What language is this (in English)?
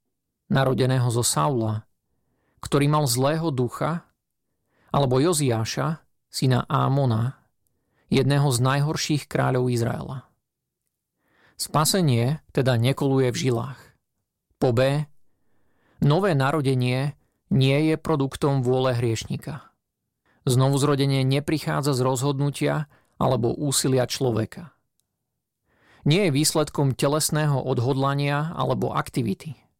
Slovak